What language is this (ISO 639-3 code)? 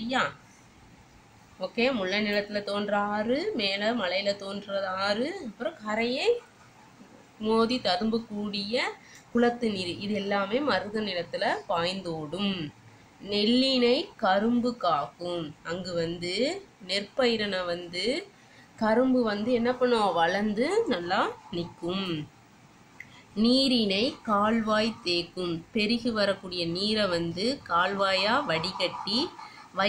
tam